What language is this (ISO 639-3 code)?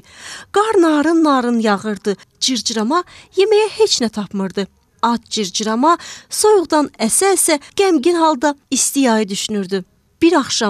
aze